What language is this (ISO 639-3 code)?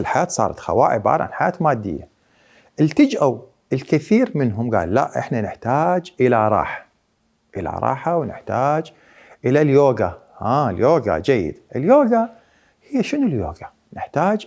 acm